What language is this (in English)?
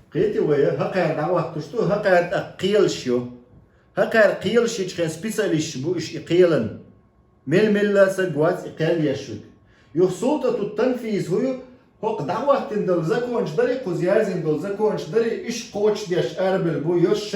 Chechen